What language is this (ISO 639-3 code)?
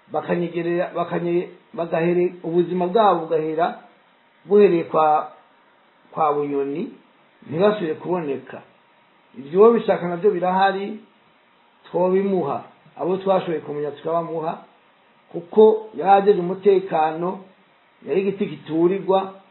run